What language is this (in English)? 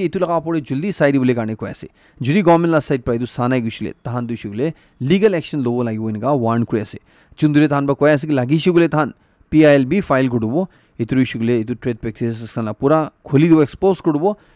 Naga Pidgin